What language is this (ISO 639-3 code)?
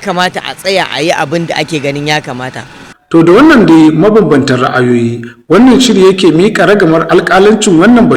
hau